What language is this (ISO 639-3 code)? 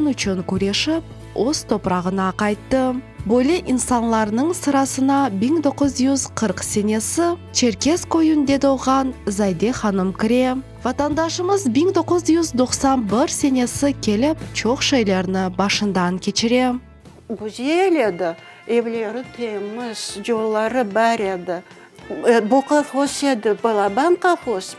crh